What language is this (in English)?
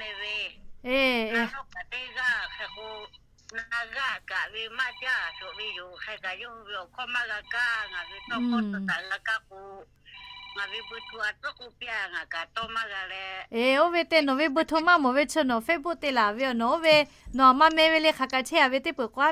Lahu